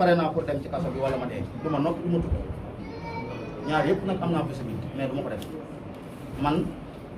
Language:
Wolof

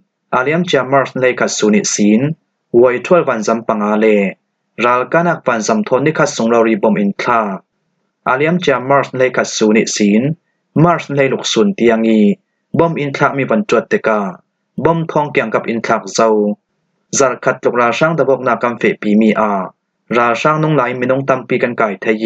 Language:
Falam Chin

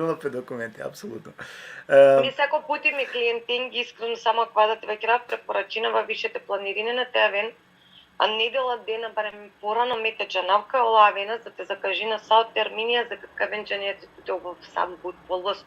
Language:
Balkan Romani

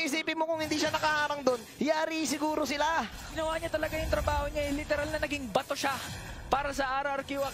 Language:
Filipino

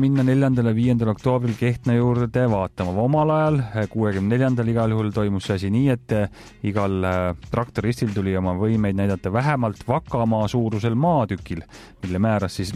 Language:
Estonian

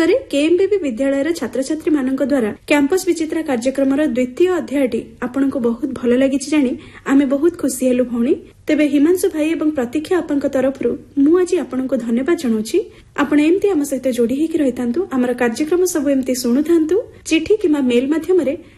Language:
Odia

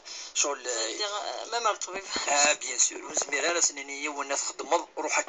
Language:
Kabyle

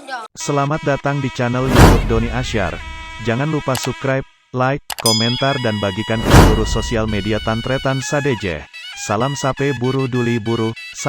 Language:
Madurese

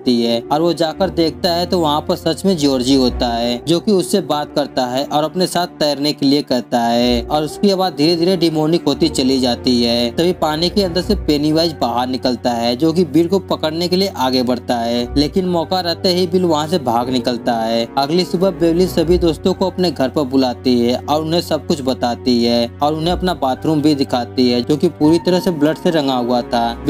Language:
Hindi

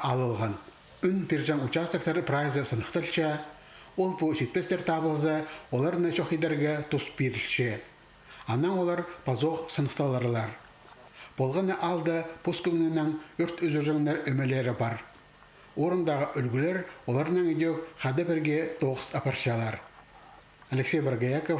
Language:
Khakas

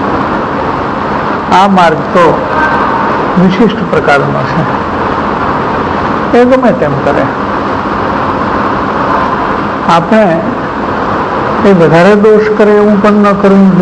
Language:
Gujarati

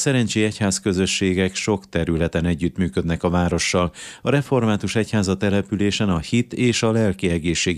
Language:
Hungarian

